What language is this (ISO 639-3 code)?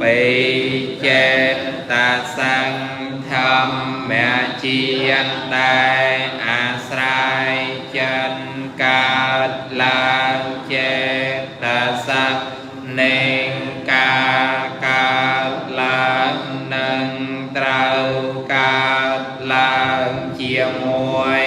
khm